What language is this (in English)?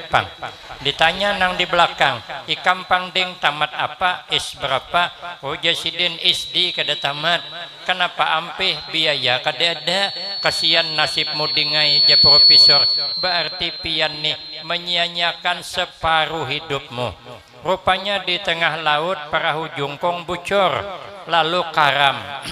Banjar